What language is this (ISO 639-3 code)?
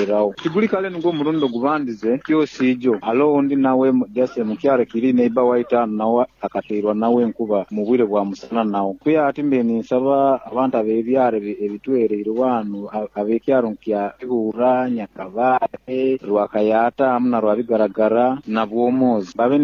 nyo